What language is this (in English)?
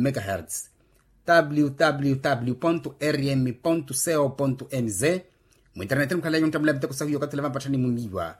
Makhuwa